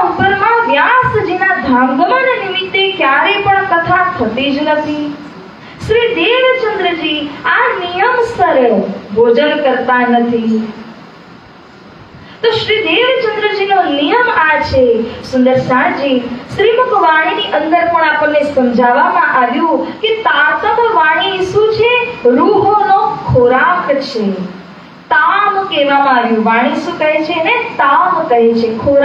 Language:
Gujarati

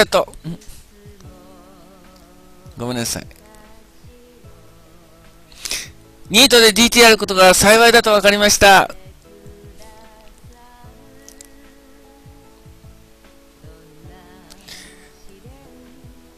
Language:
Japanese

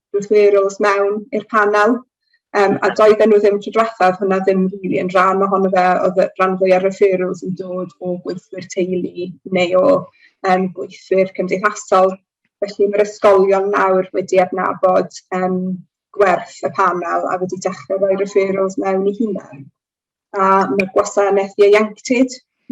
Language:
Welsh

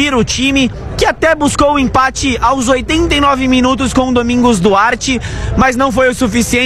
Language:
Portuguese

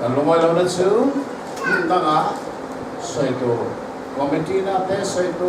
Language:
Hakha Chin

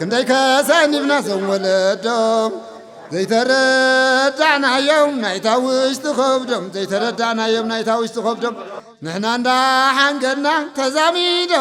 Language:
Tigrinya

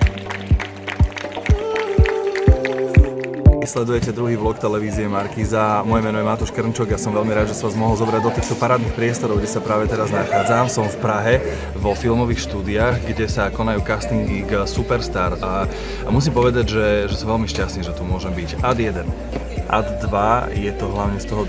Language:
Slovak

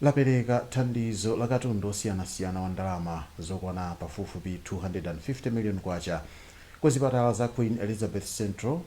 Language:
Nyanja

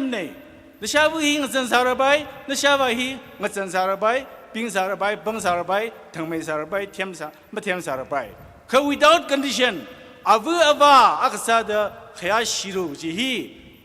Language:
Tangkhul Naga (India)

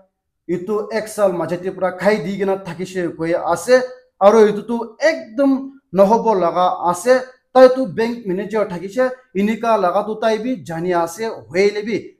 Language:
Naga Pidgin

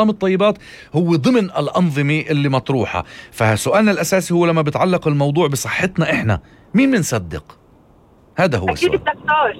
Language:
North Levantine Arabic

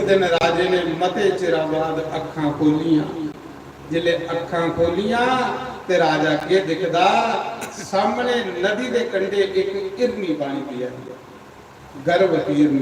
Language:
Dogri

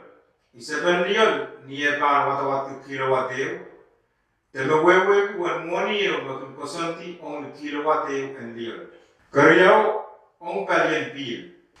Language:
Pohnpeian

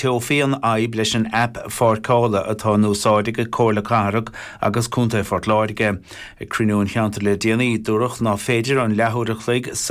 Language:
Irish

